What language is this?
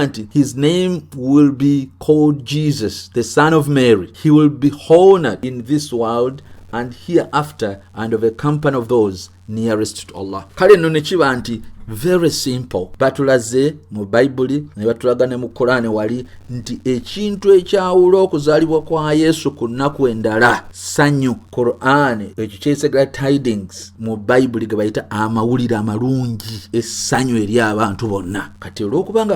Ganda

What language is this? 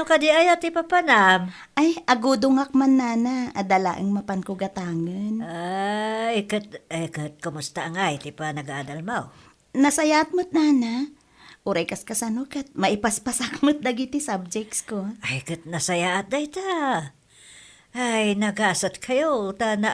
Iloko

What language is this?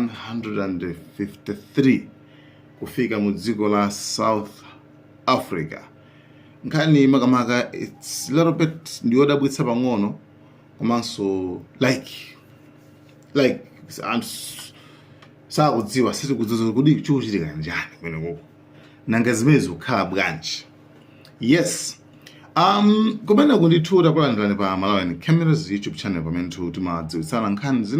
Nyanja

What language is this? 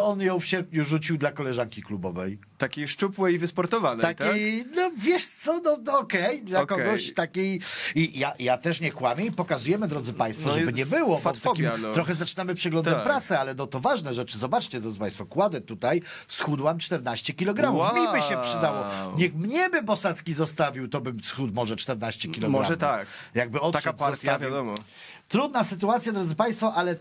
Polish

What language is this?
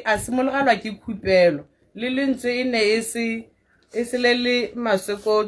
Tswana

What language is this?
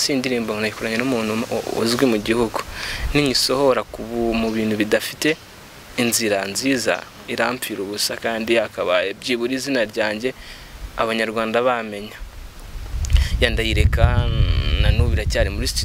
Kinyarwanda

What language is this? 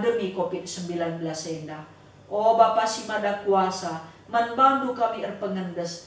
Batak Karo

